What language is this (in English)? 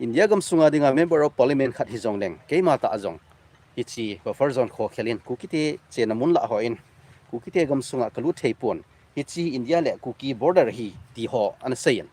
Thado Chin